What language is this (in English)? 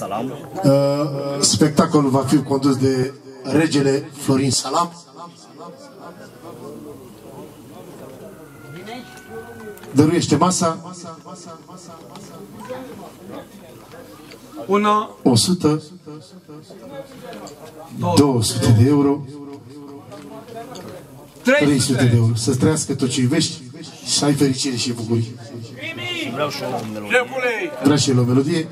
Romanian